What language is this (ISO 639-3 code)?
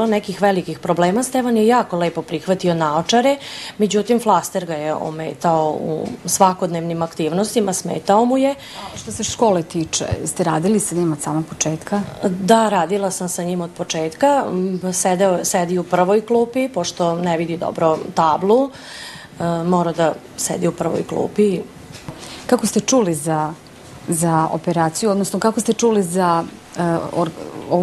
srp